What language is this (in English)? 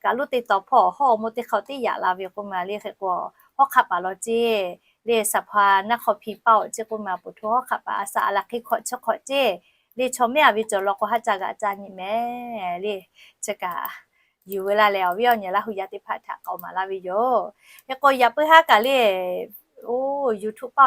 Lahu